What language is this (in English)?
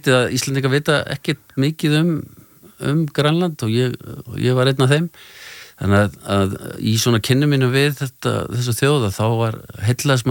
Icelandic